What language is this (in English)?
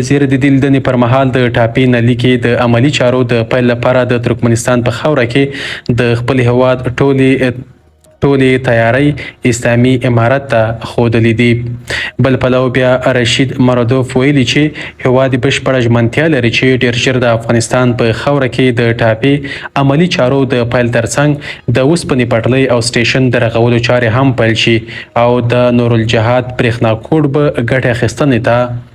Pashto